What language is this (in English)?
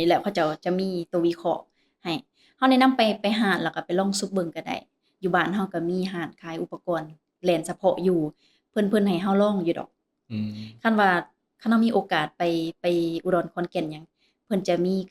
Lao